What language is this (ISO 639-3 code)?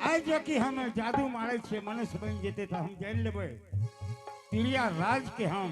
anp